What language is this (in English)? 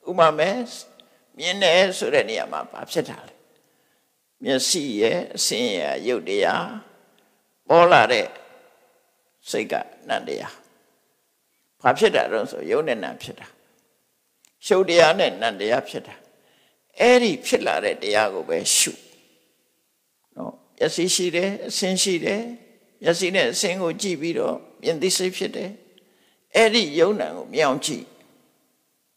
Burmese